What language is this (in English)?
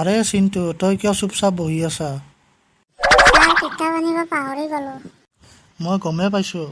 Assamese